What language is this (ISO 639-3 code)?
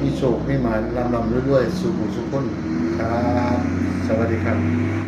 tts